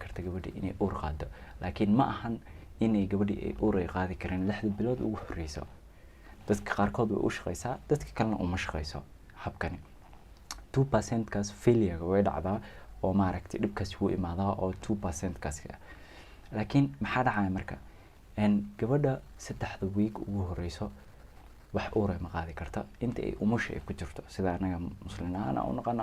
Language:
Somali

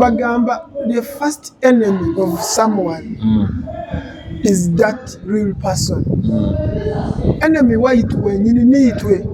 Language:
Nyoro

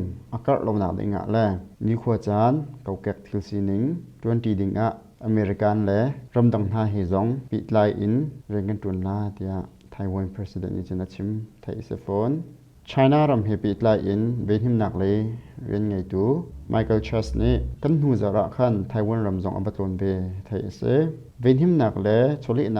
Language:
Hakha Chin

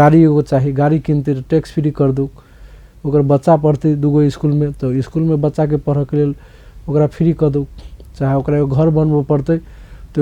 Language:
Maithili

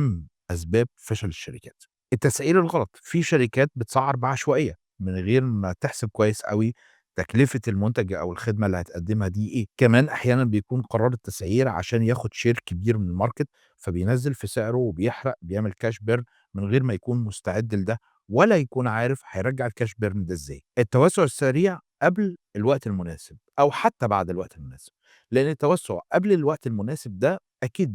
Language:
Egyptian Arabic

